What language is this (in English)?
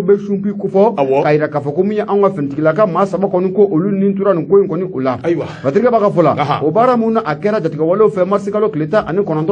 Bambara